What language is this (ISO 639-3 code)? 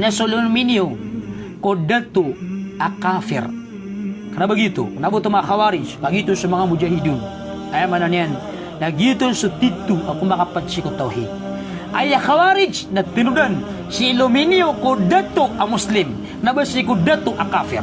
mrw